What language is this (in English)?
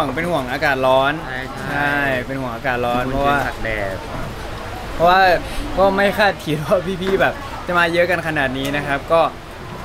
Thai